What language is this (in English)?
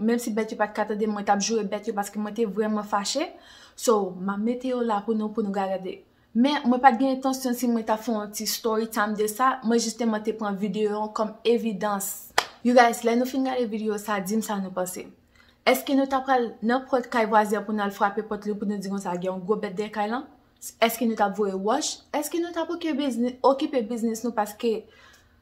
Haitian Creole